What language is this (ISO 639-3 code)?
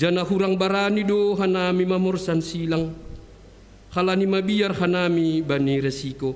bts